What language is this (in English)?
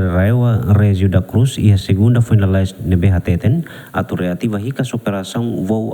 Tetum